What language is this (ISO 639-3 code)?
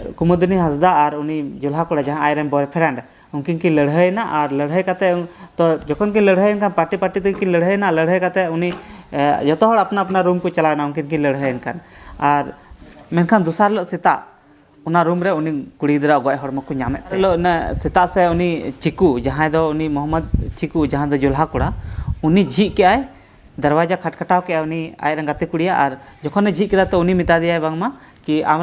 sat